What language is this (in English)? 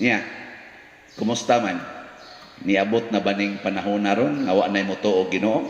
Cebuano